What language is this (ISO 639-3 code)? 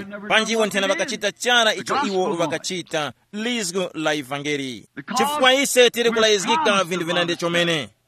tum